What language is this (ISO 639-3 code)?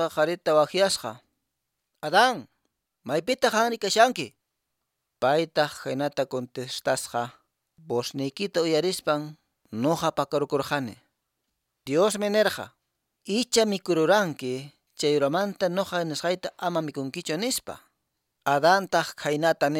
que